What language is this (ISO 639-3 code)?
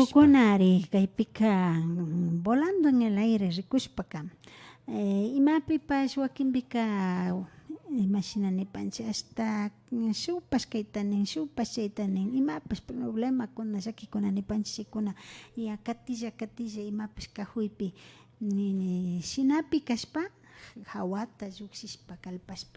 qvi